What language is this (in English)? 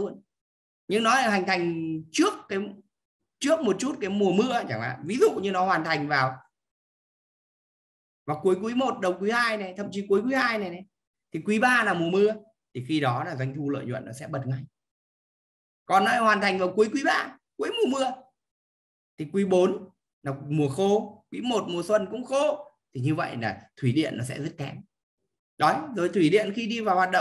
Vietnamese